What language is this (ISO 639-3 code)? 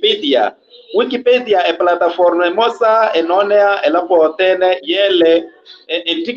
vmw